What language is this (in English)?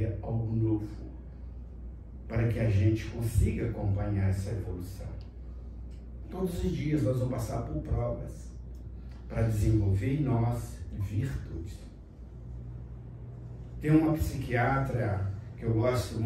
Portuguese